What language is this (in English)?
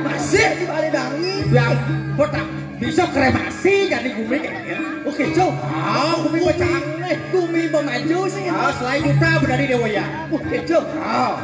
Balinese